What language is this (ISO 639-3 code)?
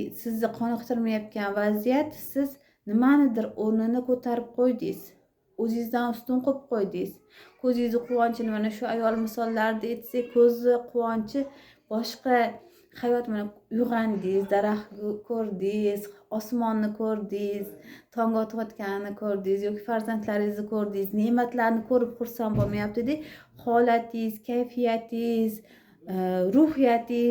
uzb